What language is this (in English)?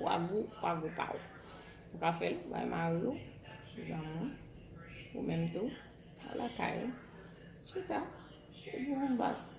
Haitian Creole